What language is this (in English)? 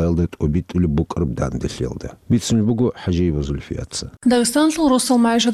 Avaric